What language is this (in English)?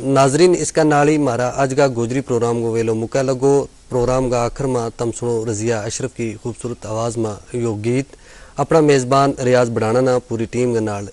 Gujari